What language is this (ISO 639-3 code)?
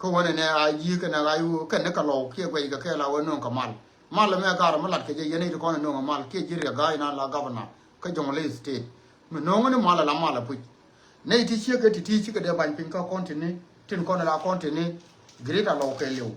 nus